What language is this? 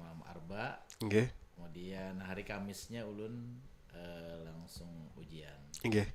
Banjar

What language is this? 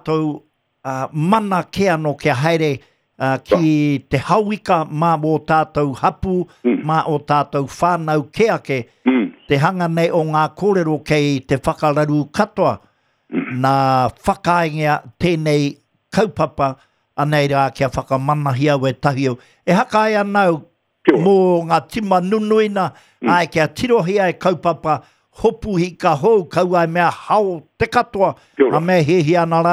Māori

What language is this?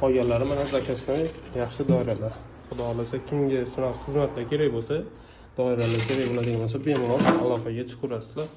Uzbek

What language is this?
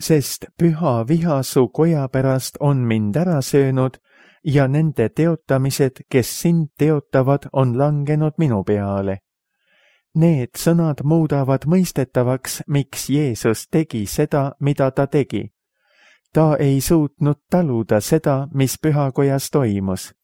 Estonian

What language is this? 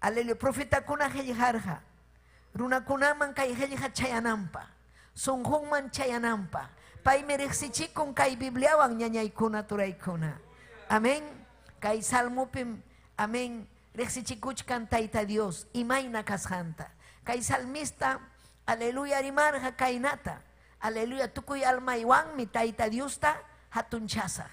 Ayacucho Quechua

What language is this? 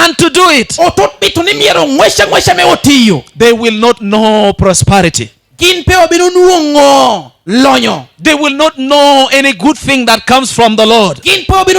Lango (Uganda)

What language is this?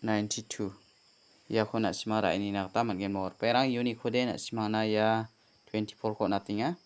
Garo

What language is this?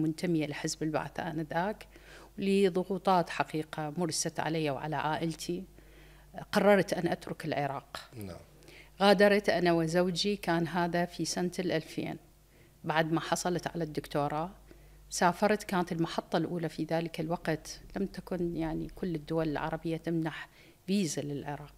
Mesopotamian Arabic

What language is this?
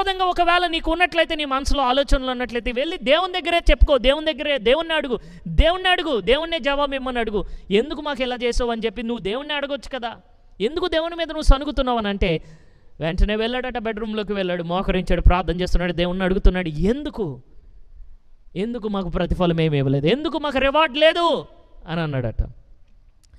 Telugu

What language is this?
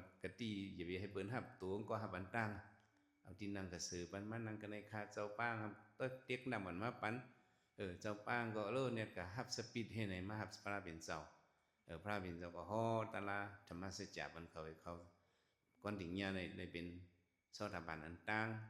Shan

